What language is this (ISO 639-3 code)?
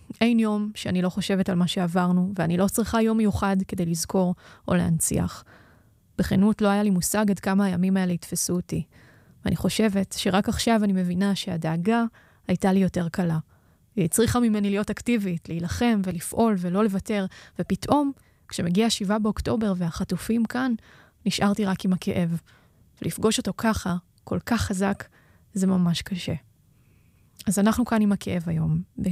heb